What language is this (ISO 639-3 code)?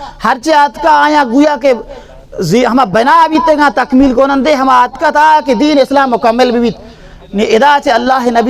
bal